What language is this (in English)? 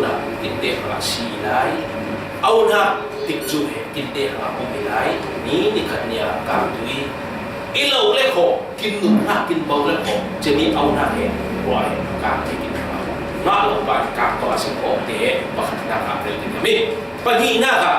Falam Chin